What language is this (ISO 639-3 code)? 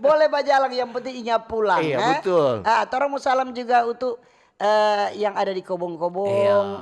xmm